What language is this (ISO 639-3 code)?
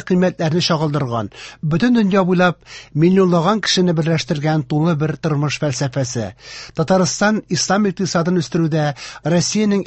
tat